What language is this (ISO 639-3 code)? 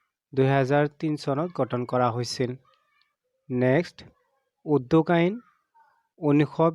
asm